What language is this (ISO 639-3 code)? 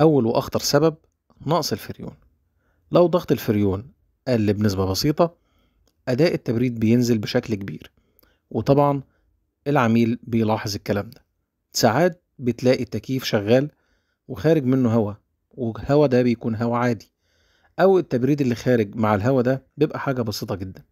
arz